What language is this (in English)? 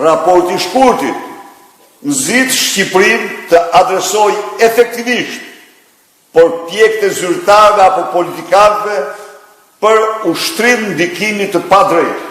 Albanian